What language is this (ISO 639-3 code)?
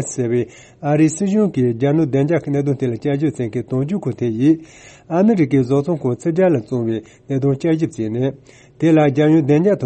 bod